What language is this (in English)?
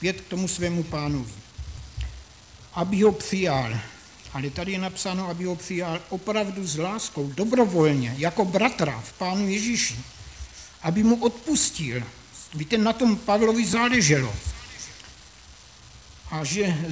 Czech